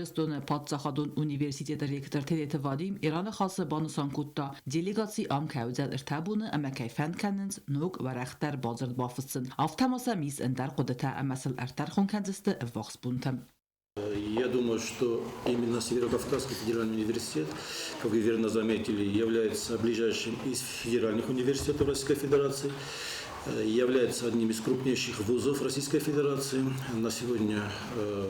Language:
Ossetic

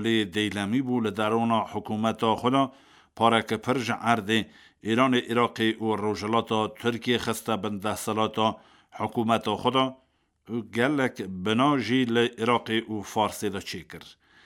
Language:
Kurdish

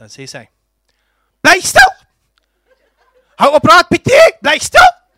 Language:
Afrikaans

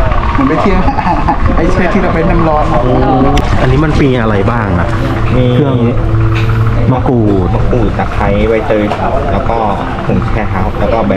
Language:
Thai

